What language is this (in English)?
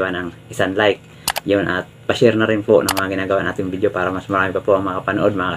Filipino